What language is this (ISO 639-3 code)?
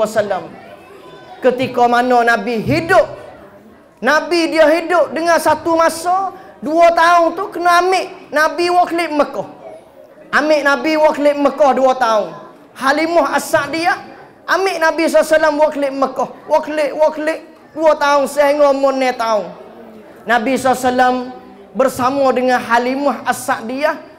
msa